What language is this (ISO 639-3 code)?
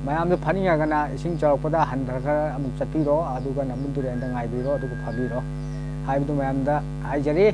mni